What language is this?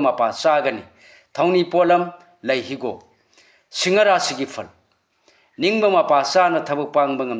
Manipuri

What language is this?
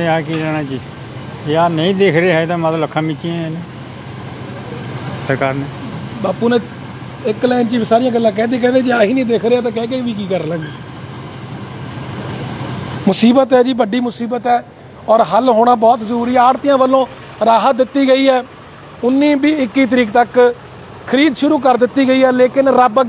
Punjabi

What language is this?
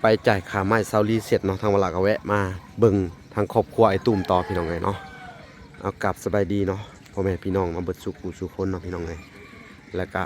Lao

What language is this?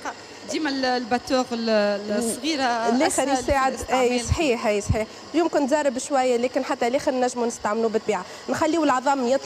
Tunisian Arabic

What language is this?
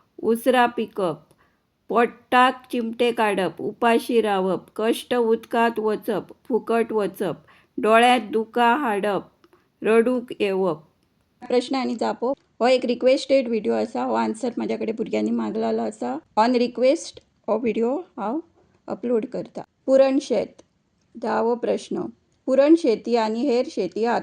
Konkani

